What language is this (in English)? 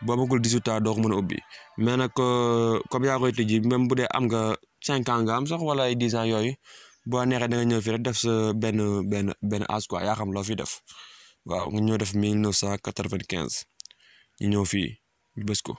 Wolof